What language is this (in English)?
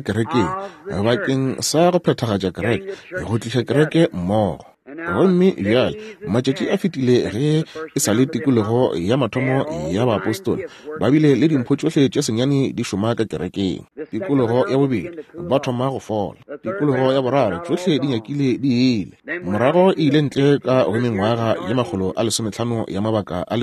Northern Sotho